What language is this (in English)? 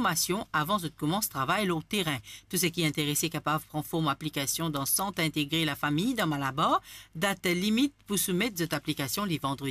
Morisyen